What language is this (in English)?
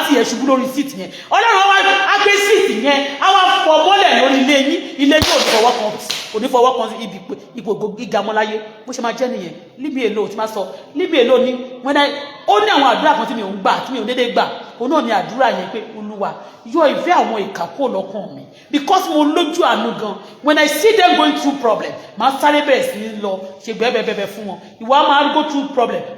Yoruba